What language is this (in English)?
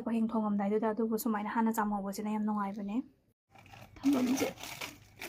Manipuri